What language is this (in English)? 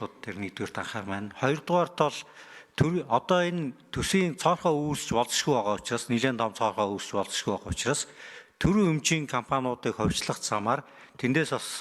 Mongolian